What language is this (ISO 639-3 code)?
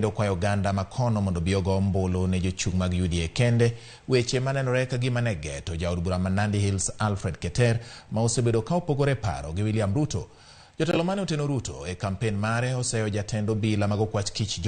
luo